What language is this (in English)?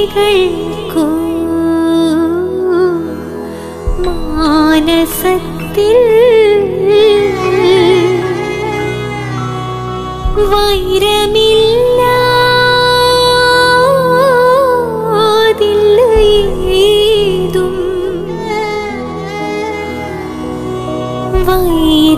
Malayalam